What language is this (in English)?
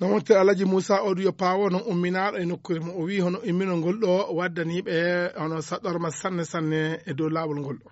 Nigerian Fulfulde